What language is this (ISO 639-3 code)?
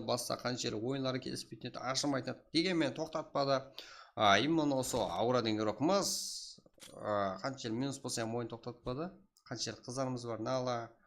kaa